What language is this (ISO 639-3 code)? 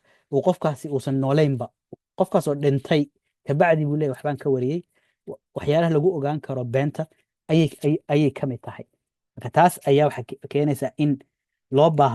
som